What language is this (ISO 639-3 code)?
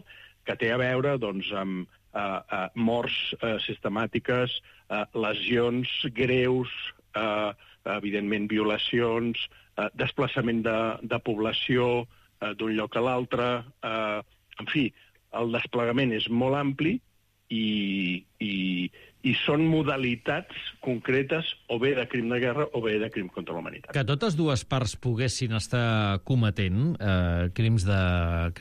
cat